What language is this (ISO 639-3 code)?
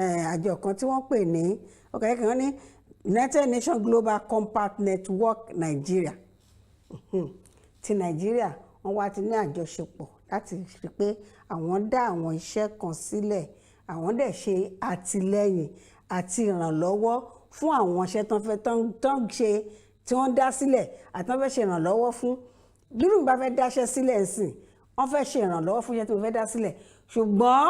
yor